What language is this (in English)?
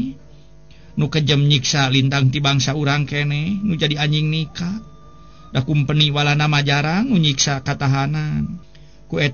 Sundanese